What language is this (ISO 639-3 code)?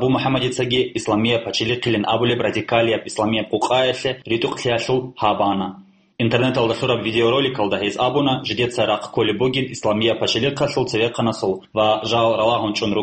ava